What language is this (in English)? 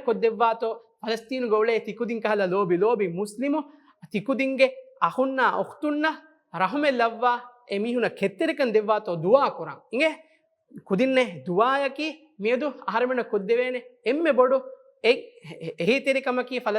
Divehi